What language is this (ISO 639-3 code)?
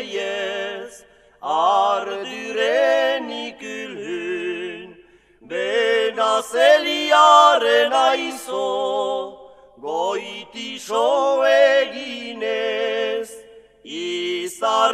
eus